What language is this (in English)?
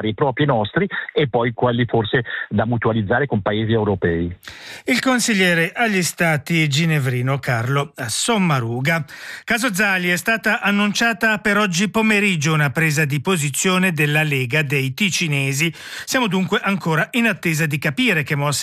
Italian